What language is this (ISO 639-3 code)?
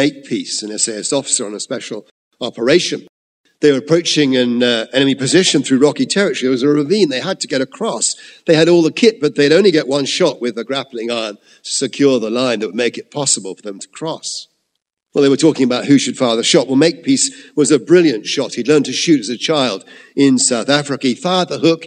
eng